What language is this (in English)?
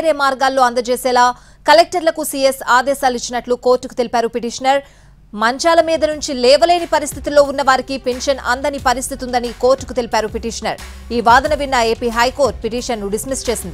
Telugu